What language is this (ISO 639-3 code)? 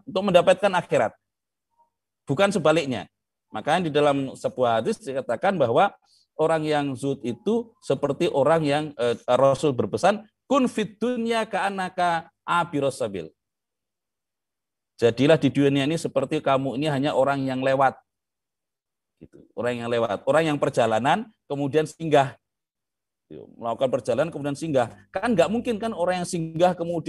ind